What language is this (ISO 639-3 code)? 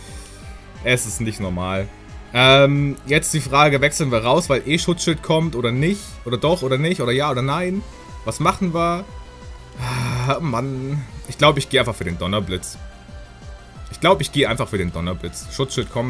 deu